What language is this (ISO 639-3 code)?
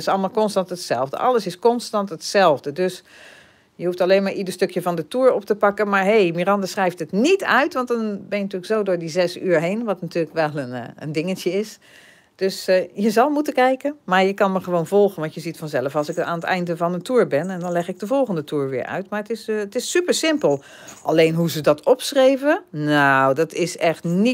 nld